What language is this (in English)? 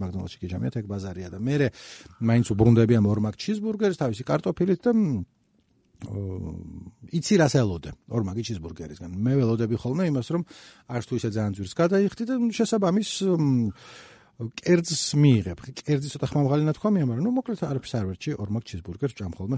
Georgian